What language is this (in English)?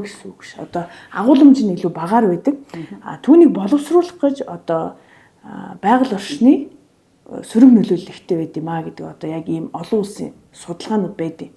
Mongolian